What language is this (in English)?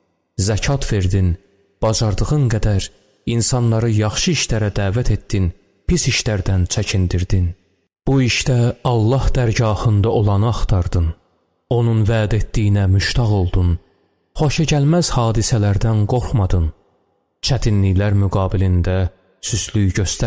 Azerbaijani